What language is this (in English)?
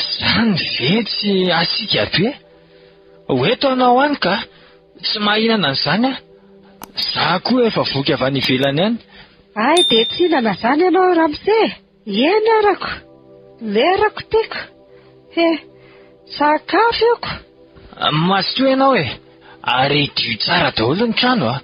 Malagasy